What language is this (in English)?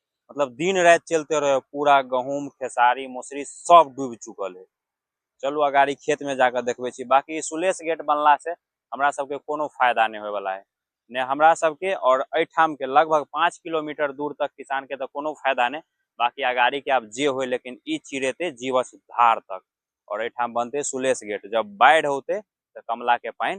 Maithili